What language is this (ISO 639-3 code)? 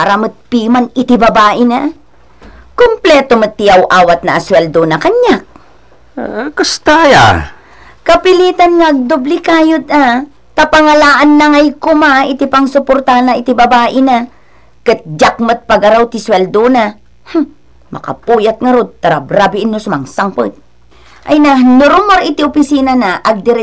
ilo